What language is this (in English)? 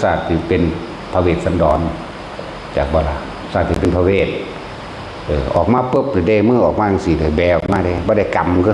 Lao